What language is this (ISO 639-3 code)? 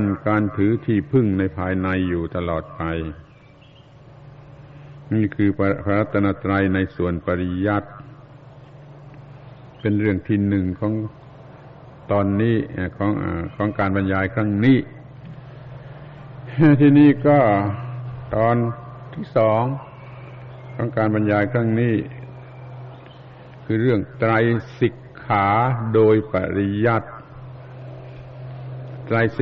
tha